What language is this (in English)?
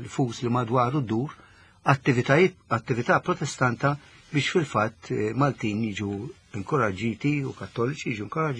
Maltese